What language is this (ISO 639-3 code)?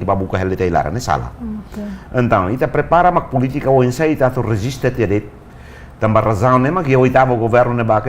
tet